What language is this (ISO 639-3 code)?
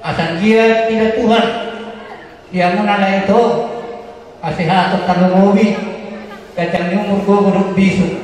bbc